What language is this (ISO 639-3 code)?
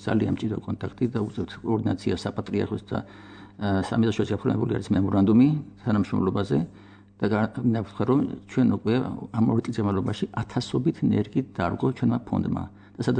kat